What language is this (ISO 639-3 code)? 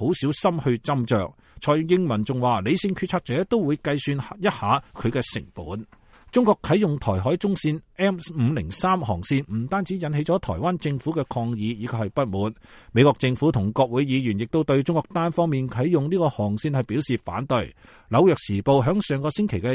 yue